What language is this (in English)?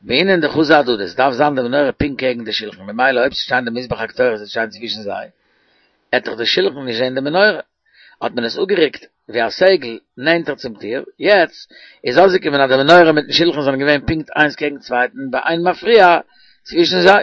Yiddish